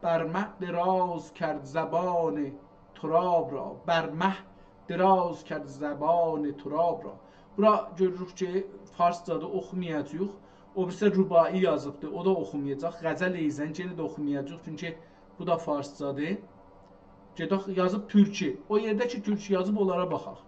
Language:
South Azerbaijani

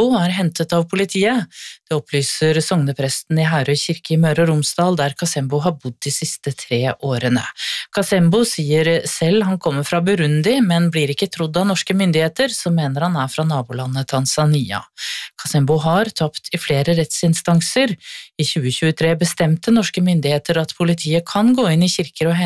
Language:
Norwegian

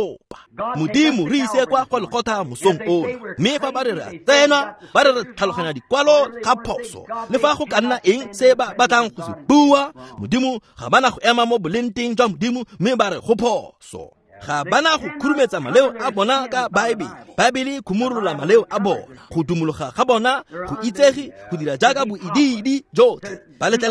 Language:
Tswana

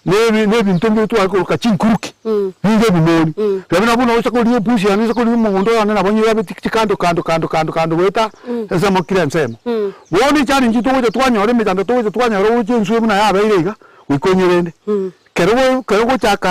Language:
Gusii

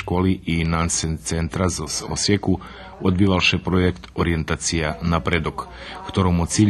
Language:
Rusyn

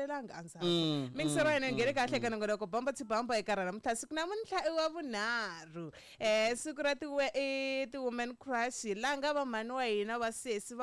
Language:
Tsonga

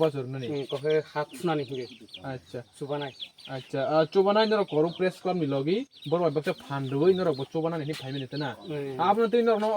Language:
Kok Borok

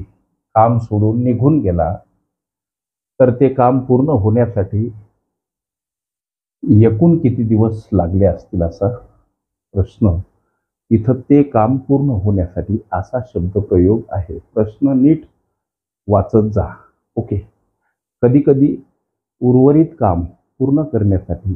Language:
Marathi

